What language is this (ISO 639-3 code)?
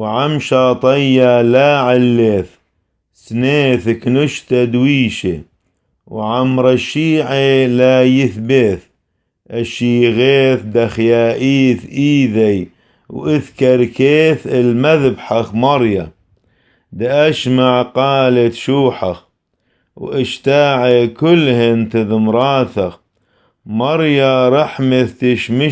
syc